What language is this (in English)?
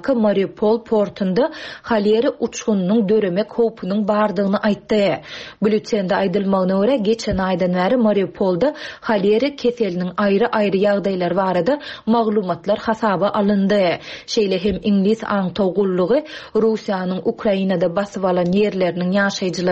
Turkmen